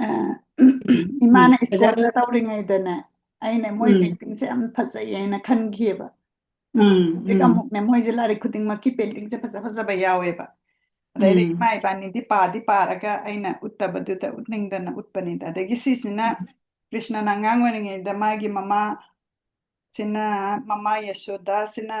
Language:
Manipuri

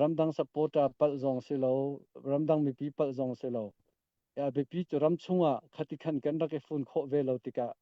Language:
Hakha Chin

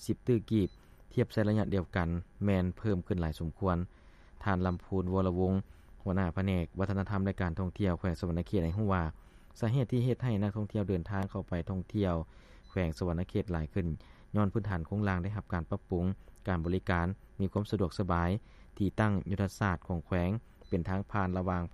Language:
Lao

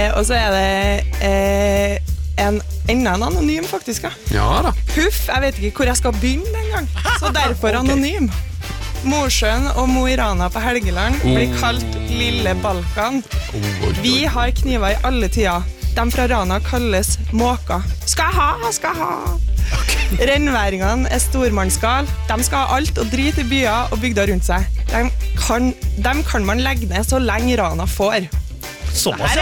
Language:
Norwegian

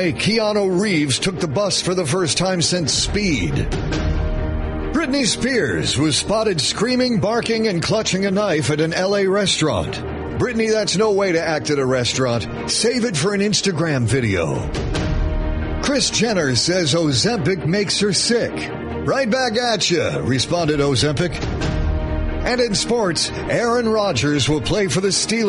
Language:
English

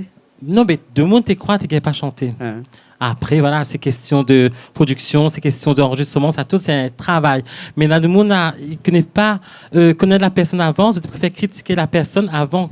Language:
Réunion Creole French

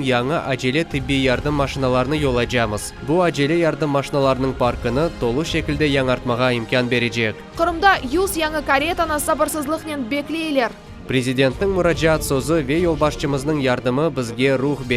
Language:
Crimean Tatar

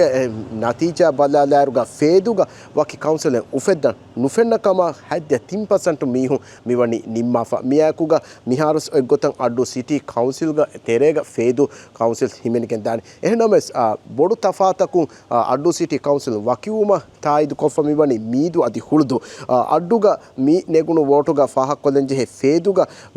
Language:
Divehi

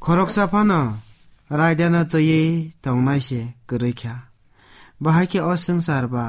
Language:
Kok Borok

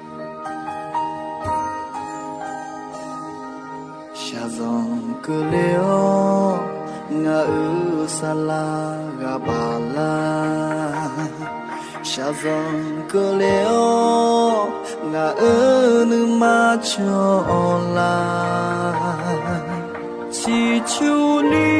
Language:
Akha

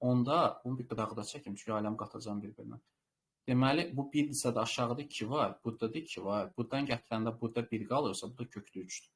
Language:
Azerbaijani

